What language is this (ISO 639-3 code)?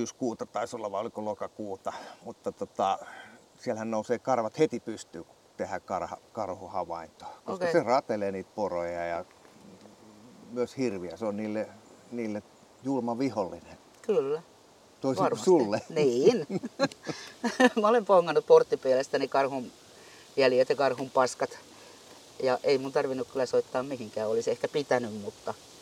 fin